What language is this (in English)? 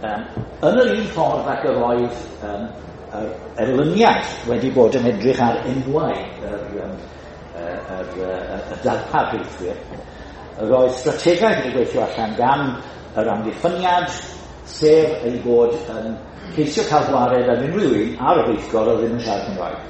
Welsh